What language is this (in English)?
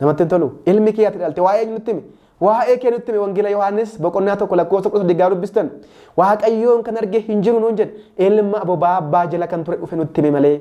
Oromo